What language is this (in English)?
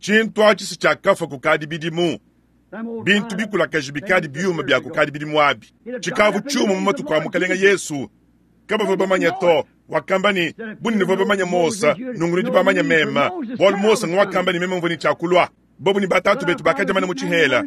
Luba-Lulua